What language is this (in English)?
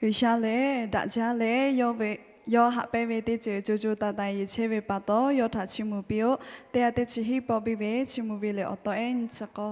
Lahu